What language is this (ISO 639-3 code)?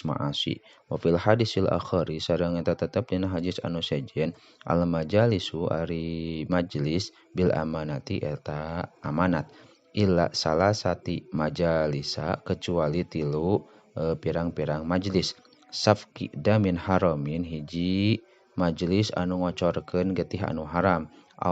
sun